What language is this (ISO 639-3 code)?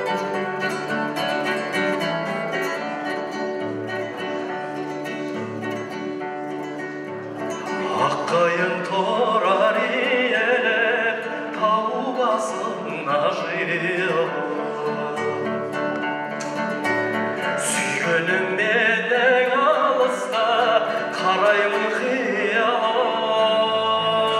kaz